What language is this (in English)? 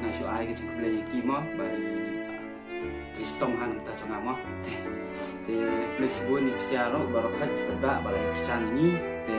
Khasi